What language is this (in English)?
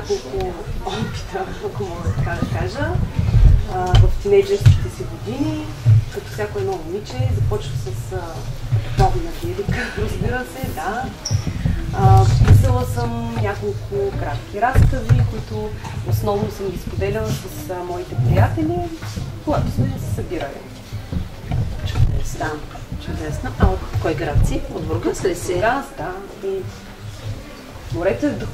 Bulgarian